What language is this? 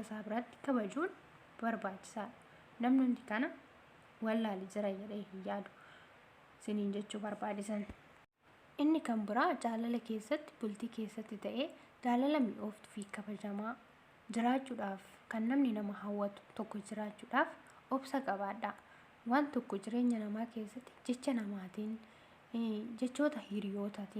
Oromo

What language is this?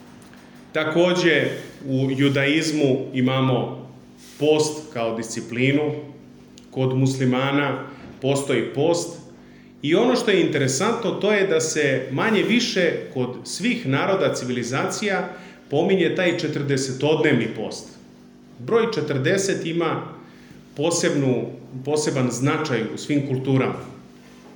Serbian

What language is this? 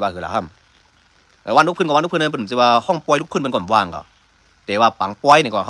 Shan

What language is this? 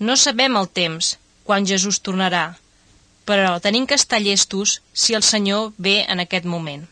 Catalan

